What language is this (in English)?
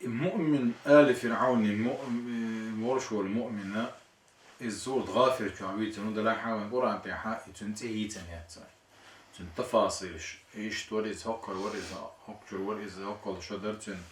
Chechen